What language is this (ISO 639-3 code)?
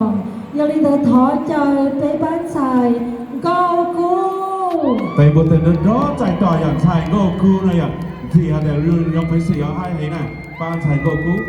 hmn